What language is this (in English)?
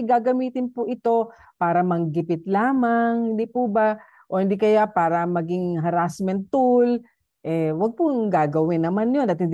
Filipino